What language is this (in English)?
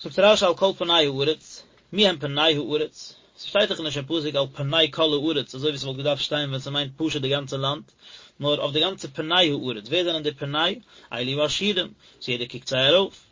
Yiddish